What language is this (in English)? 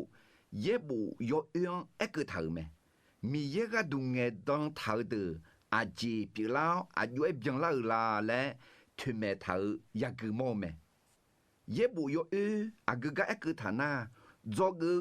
Akha